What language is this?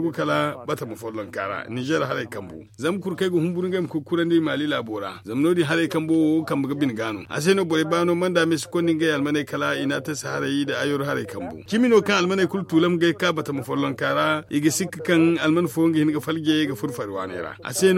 Zarma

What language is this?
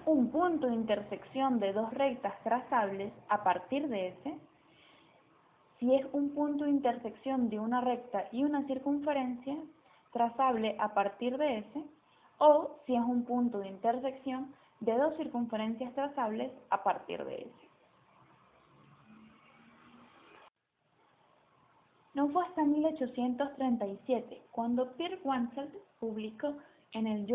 Spanish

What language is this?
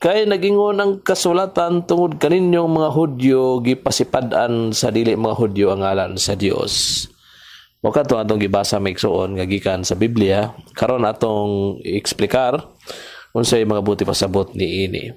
Cebuano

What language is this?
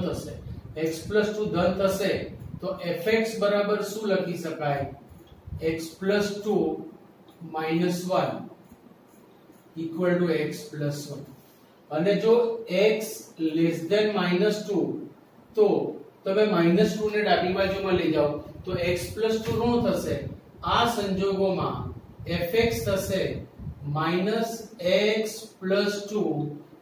Gujarati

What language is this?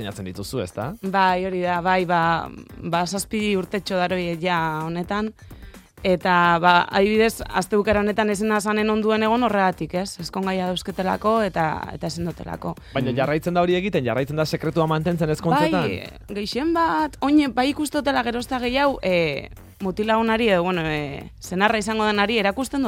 Basque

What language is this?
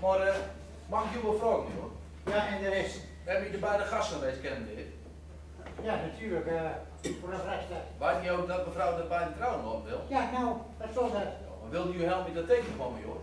Gronings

